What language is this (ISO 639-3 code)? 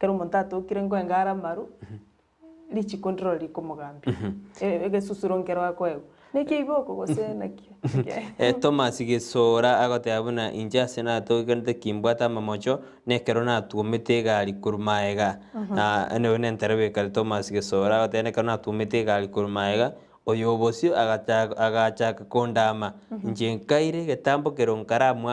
guz